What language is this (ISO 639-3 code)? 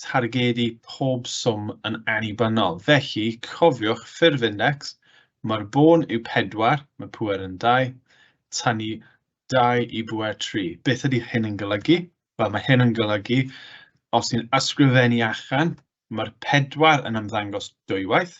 cym